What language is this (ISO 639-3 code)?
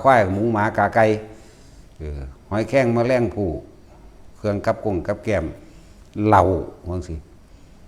tts